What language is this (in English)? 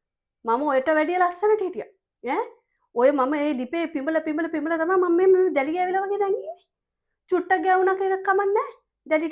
Sinhala